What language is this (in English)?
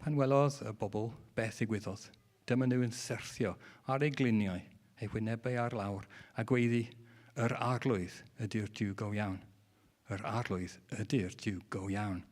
Welsh